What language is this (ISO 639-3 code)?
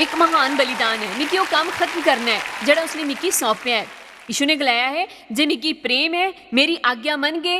doi